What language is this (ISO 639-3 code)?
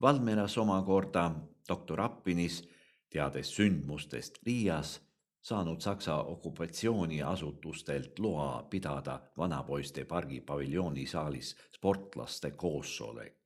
est